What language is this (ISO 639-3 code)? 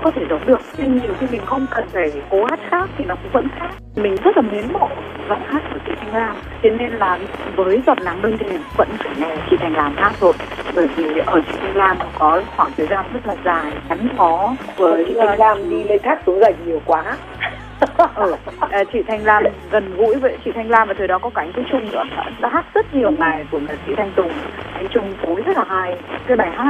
vie